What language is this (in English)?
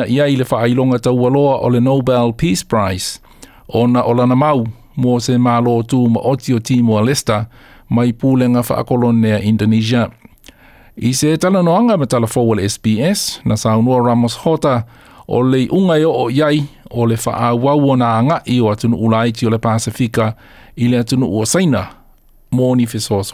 Samoan